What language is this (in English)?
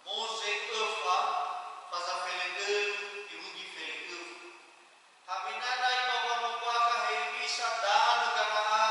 Nias